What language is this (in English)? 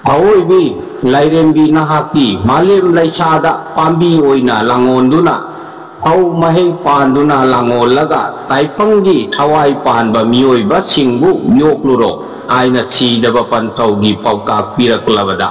Manipuri